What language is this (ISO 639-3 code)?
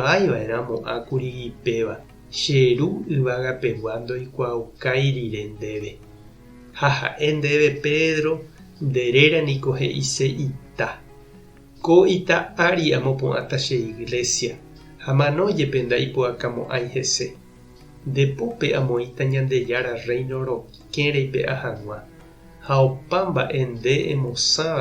grn